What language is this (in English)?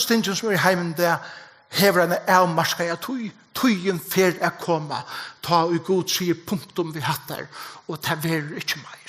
Faroese